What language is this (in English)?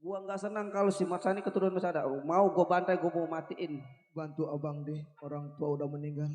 Betawi